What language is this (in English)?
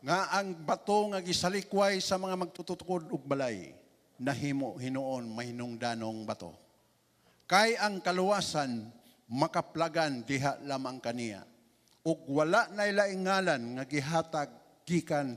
Cebuano